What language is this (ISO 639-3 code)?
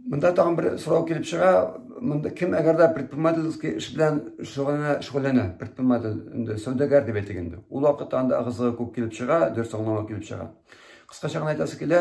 tat